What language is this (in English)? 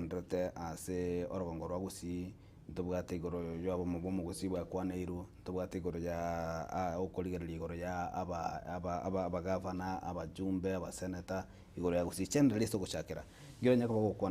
Gusii